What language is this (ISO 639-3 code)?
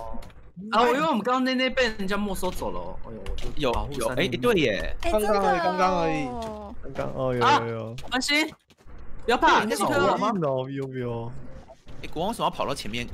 zho